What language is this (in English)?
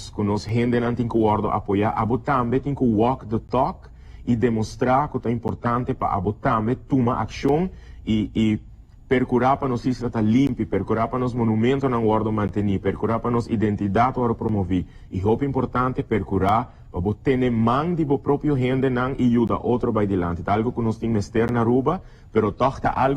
Papiamento